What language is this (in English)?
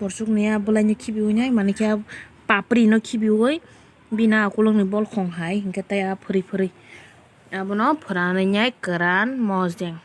Kok Borok